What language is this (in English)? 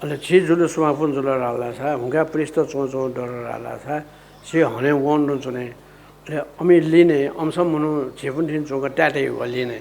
Newari